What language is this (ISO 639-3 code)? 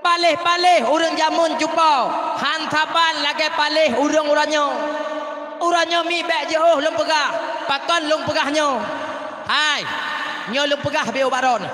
ace